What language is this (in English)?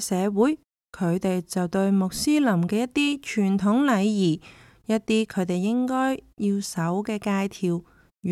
Cantonese